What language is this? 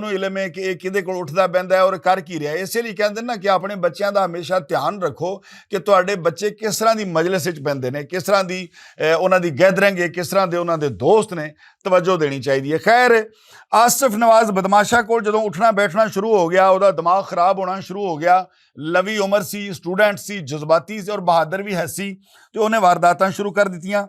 Western Panjabi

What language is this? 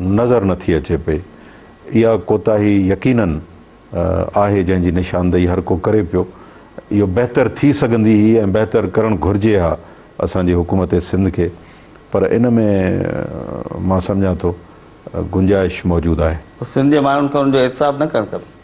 Sindhi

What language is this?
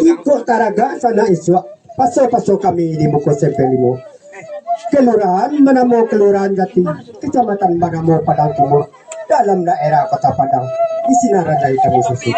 Minangkabau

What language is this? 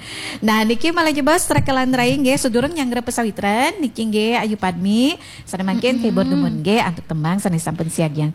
Balinese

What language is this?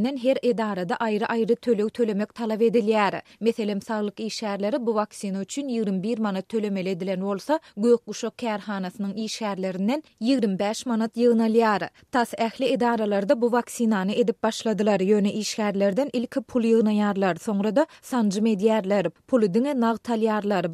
Turkmen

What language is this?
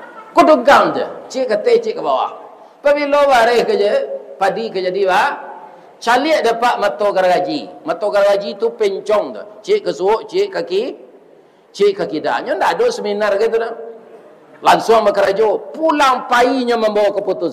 Minangkabau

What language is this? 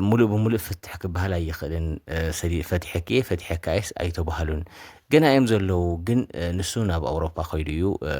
Tigrinya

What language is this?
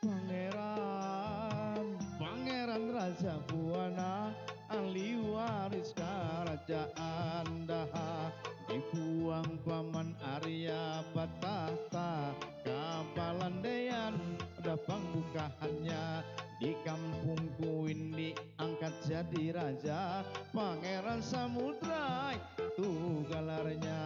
Banjar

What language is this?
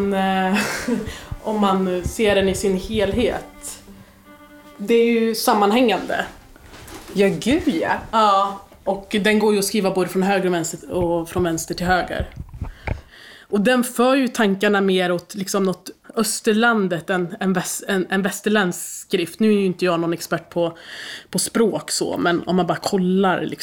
Swedish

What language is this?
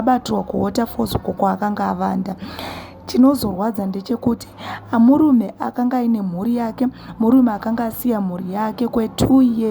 Shona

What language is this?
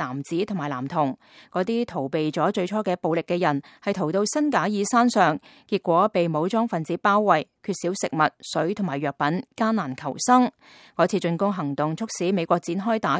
Cantonese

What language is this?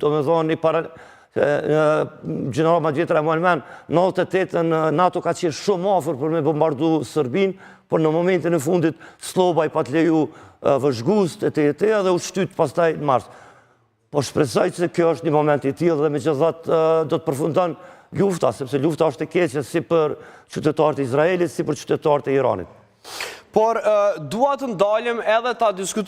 Albanian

